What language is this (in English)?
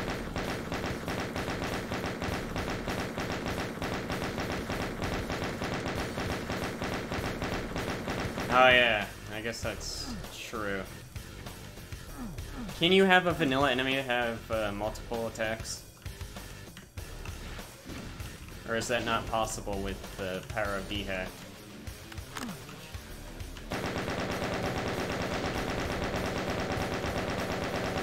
English